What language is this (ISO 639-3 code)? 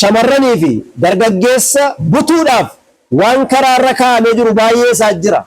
orm